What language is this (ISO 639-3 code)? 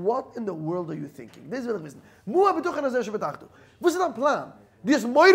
yid